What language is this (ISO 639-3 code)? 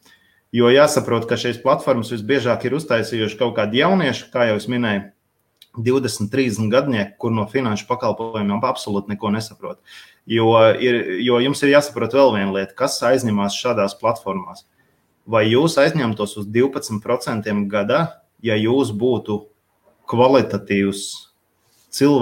lav